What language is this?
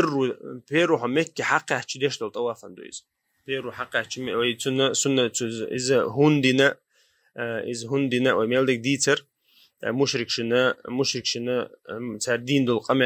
Chechen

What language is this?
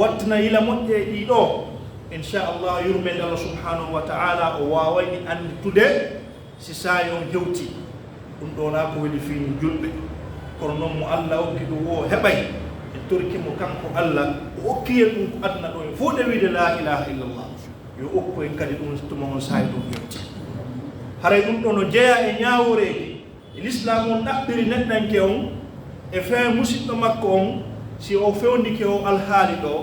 Pular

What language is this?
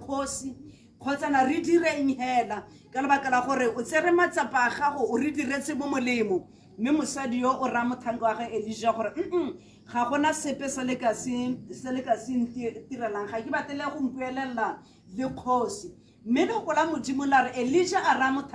Tswana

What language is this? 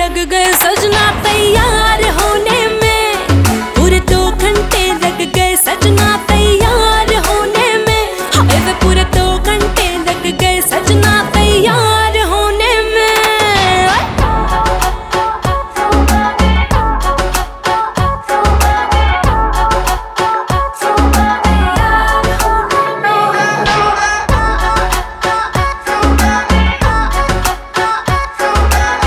Hindi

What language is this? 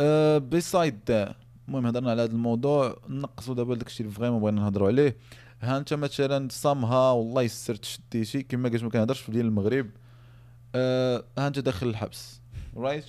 Moroccan Arabic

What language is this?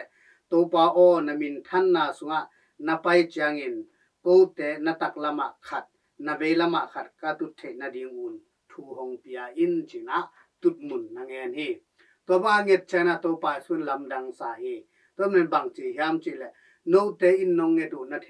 Tedim Chin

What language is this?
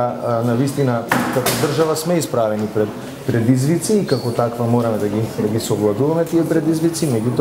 Macedonian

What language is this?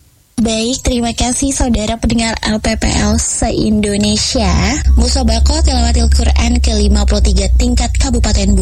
Indonesian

